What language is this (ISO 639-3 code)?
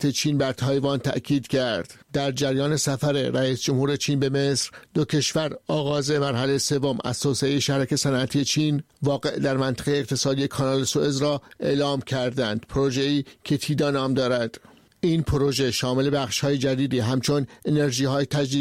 fas